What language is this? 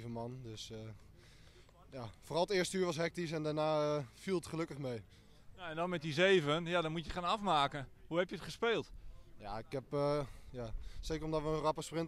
Dutch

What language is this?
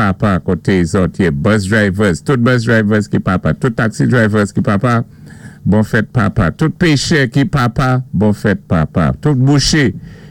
Saint Lucian Creole French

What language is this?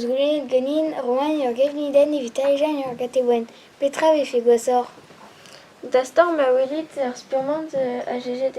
Breton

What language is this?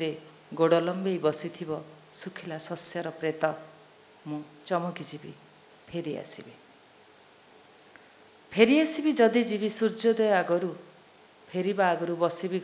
Odia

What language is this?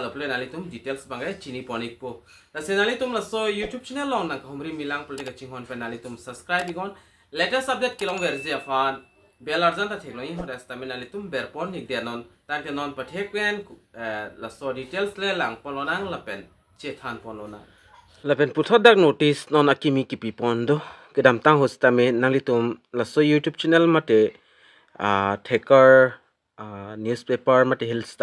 Karbi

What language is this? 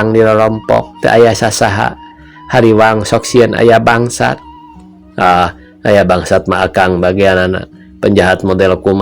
Sundanese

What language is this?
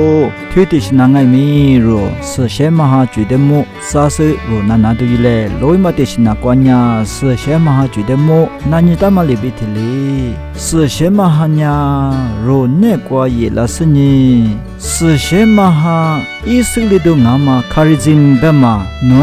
Lisu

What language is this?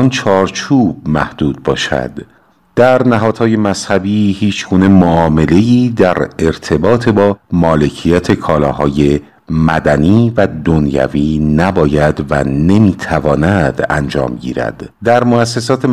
Persian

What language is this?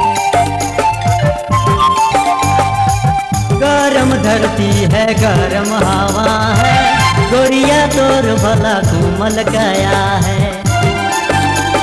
Sadri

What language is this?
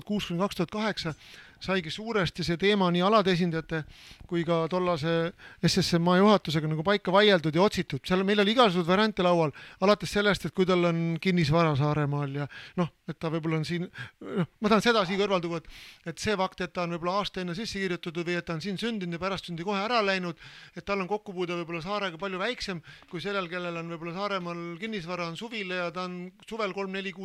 Estonian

